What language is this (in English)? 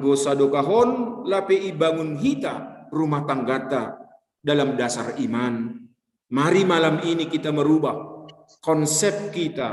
Batak Simalungun